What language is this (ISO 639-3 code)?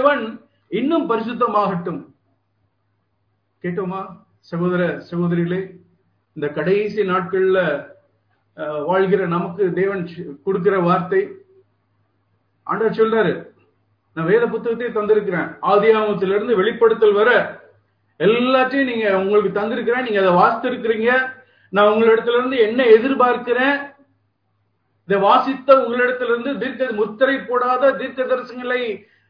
tam